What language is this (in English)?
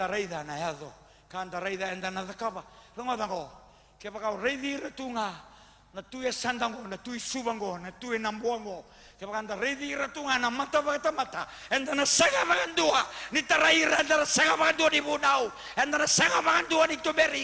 Fijian